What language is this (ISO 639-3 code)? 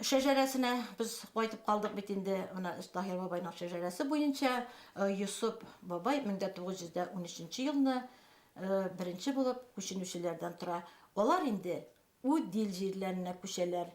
bak